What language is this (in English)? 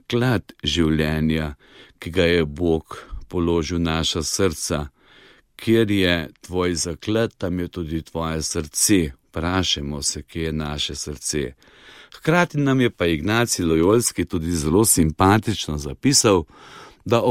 Slovenian